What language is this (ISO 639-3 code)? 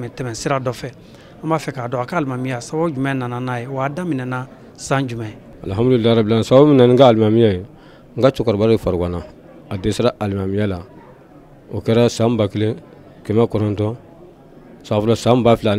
bam